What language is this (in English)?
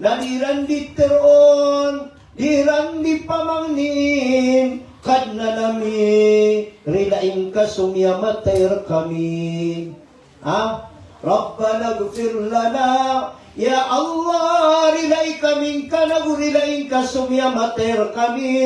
Maranao